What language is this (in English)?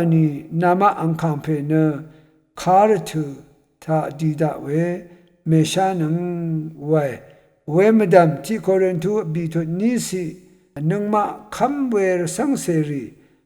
Rawang